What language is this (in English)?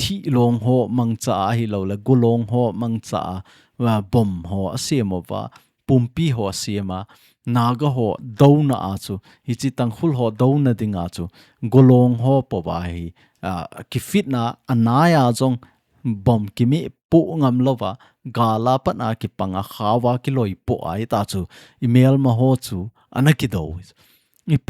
Thado Chin